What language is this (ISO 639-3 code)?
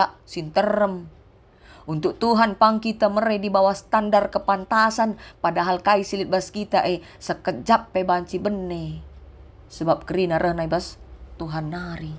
btx